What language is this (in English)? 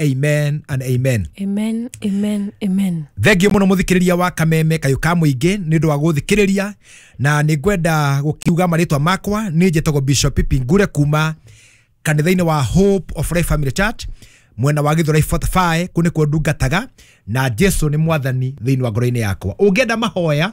Kikuyu